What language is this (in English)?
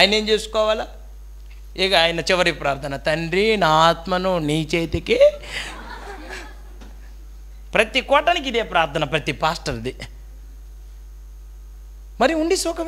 Telugu